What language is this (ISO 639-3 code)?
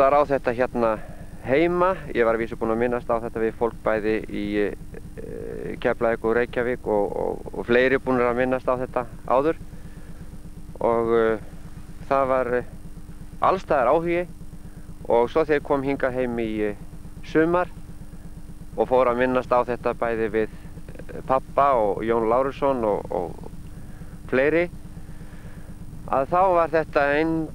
isl